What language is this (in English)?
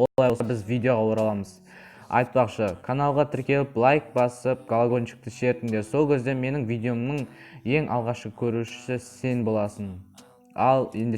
Kazakh